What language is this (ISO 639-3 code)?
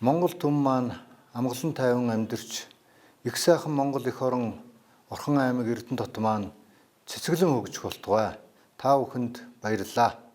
mon